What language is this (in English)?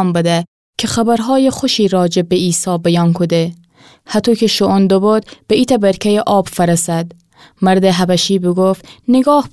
Gilaki